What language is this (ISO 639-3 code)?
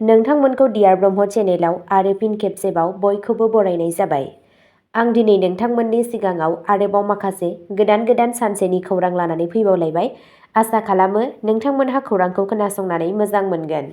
brx